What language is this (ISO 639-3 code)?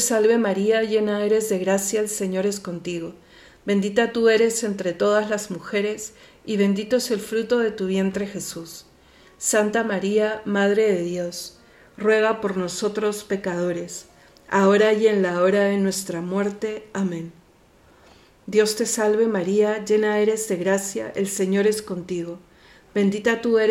spa